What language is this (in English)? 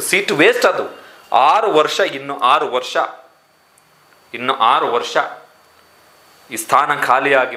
Kannada